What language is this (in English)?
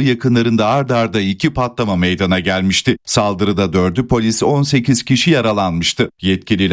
Turkish